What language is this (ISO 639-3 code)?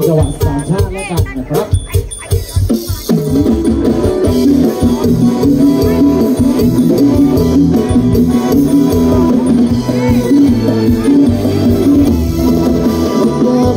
tha